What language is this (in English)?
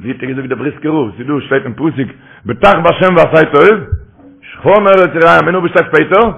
Yiddish